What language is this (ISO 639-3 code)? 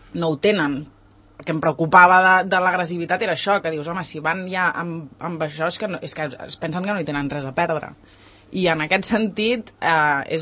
cat